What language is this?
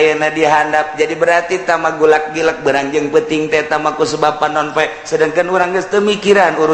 Sundanese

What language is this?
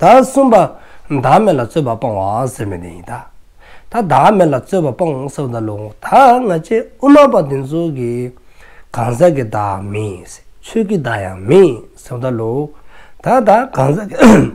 Dzongkha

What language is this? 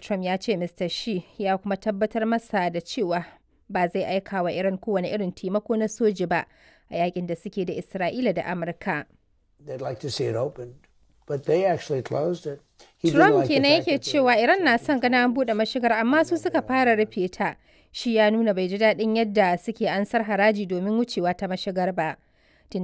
Hausa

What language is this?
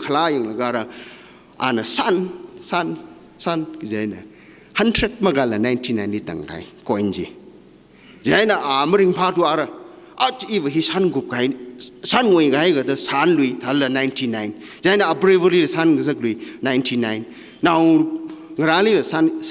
Tangkhul Naga (India)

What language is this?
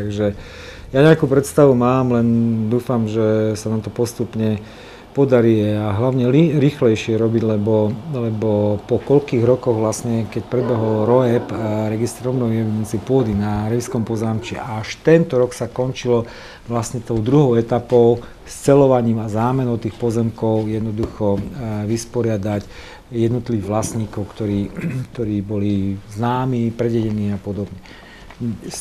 Slovak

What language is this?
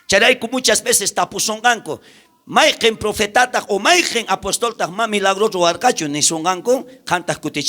South Bolivian Quechua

